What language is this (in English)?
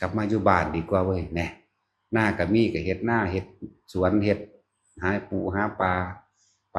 Northeastern Thai